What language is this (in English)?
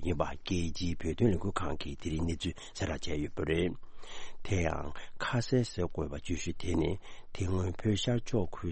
Tibetan